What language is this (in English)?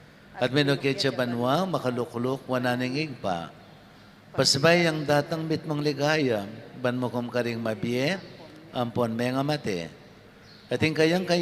Pampanga